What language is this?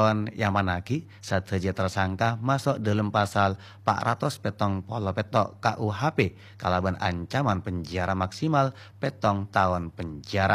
Madurese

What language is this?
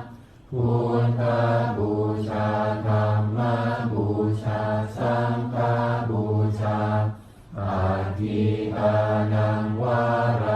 Pali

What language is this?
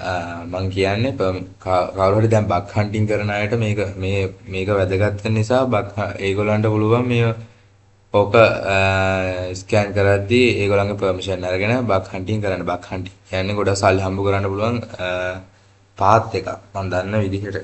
Sinhala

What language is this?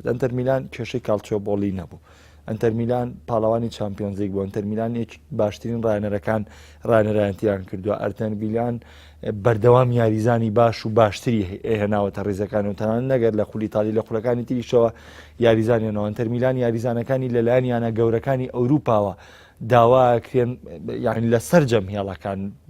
Central Kurdish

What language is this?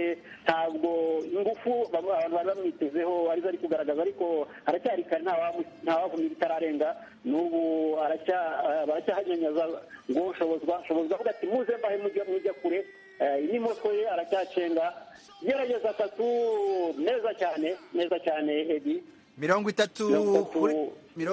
Kinyarwanda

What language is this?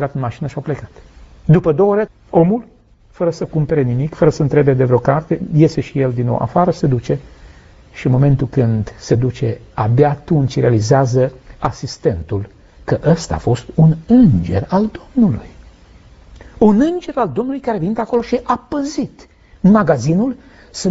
Romanian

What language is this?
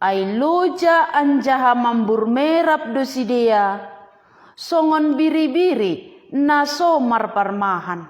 Batak Simalungun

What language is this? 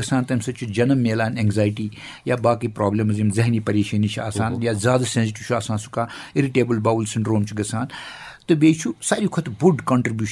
Kashmiri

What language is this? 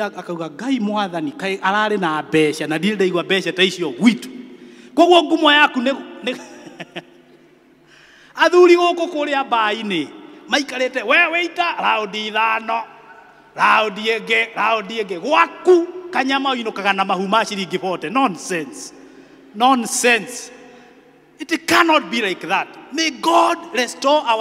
Kikuyu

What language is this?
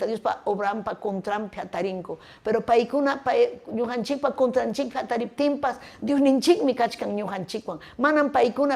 Ayacucho Quechua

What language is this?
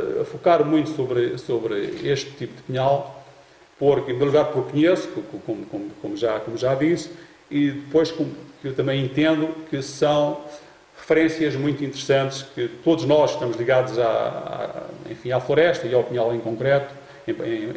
Portuguese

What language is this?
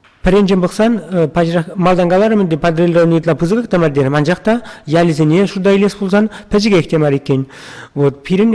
Chuvash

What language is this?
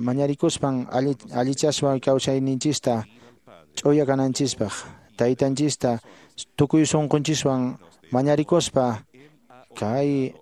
Quechua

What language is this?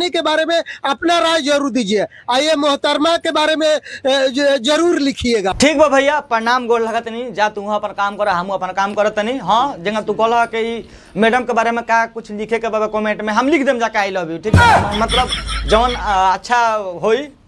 Bhojpuri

